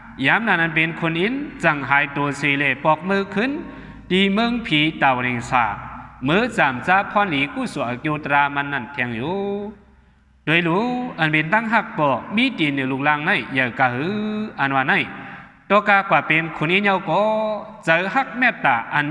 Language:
Shan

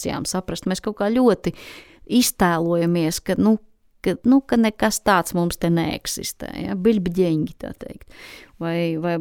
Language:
Latvian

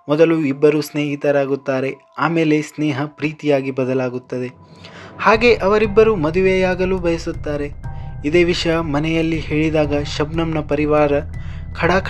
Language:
Kannada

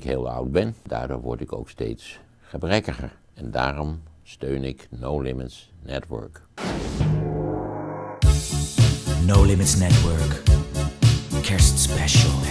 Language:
Dutch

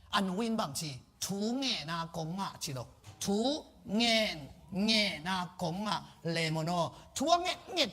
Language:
Tedim Chin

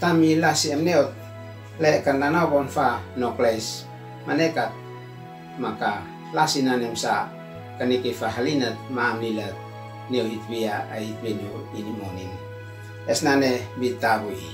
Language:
Uab Meto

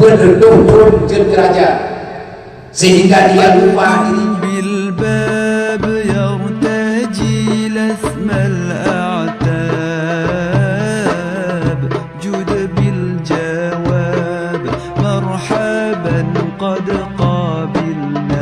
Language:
Achinese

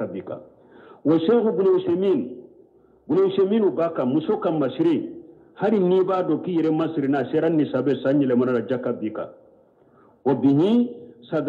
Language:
Bambara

